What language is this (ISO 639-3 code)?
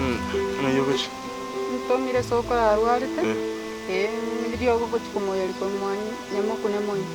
guz